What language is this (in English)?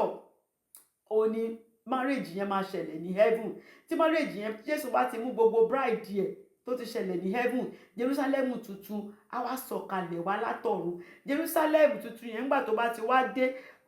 Yoruba